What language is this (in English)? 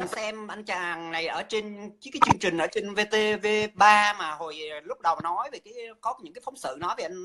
Vietnamese